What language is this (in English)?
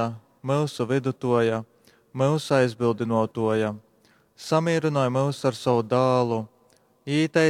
Latgalian